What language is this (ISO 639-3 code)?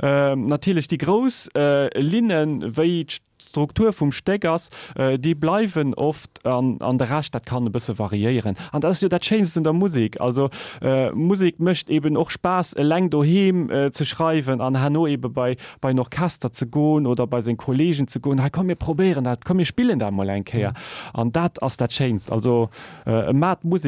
ltz